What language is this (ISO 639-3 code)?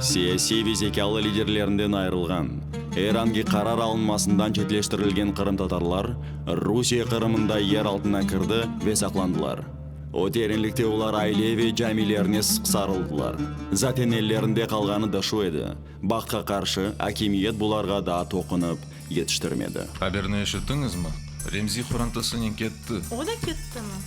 crh